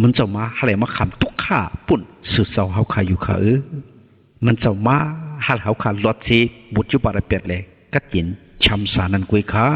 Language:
Shan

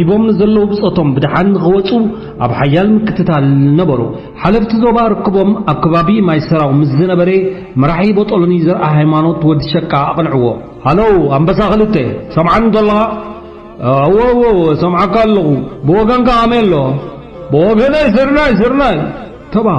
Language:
Tigrinya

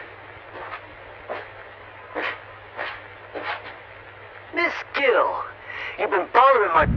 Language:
English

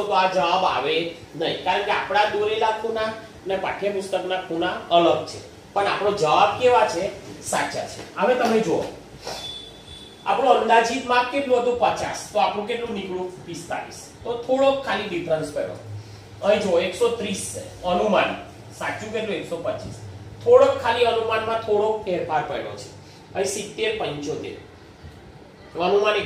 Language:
Gujarati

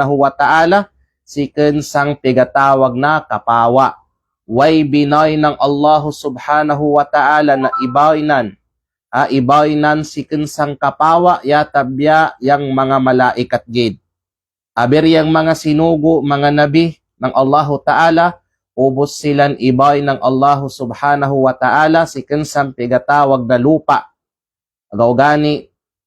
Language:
Kalagan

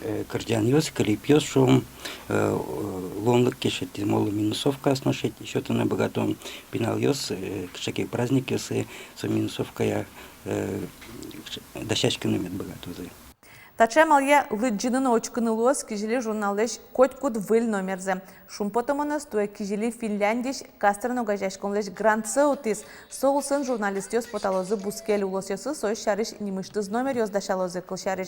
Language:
Udmurt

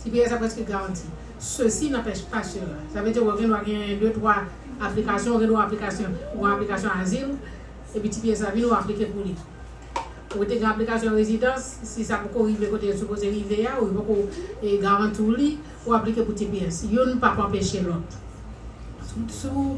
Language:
Haitian Creole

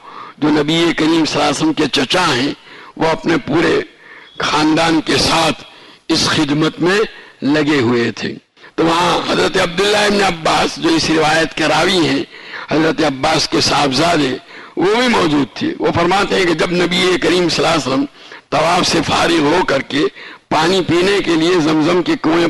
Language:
Urdu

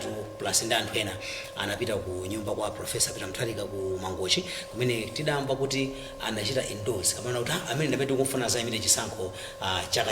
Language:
Nyanja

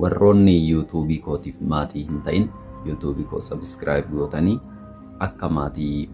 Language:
Oromo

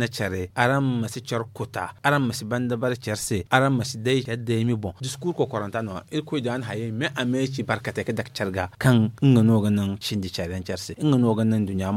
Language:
Zarma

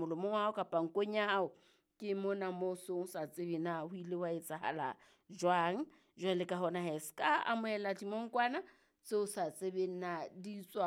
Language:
Southern Sotho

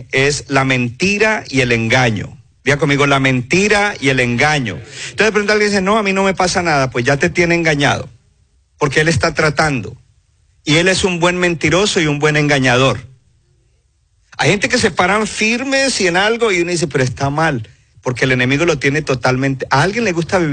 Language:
Spanish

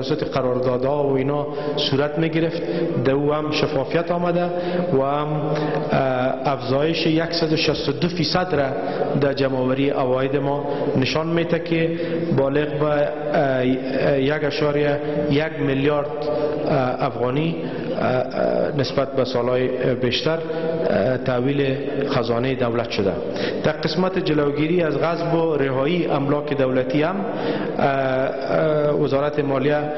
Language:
Persian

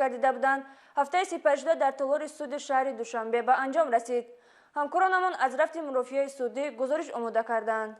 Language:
Tajik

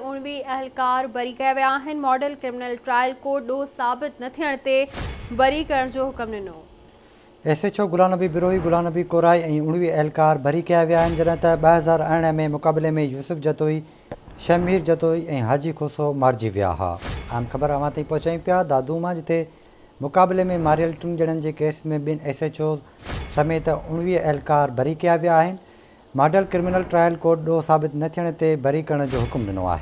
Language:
Sindhi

